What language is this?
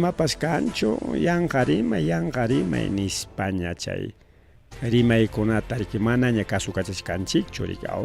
Ayacucho Quechua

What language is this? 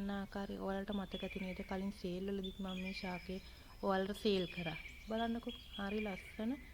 Sinhala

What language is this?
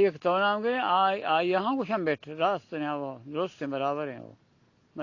Eastern Balochi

